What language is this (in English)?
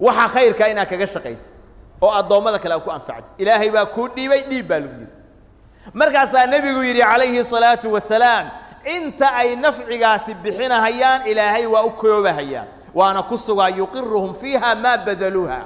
Somali